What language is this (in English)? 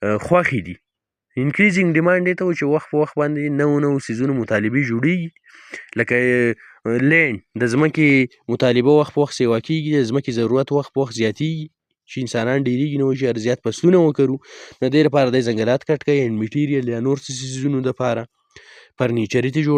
Pashto